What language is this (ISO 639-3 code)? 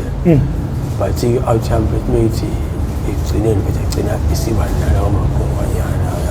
zul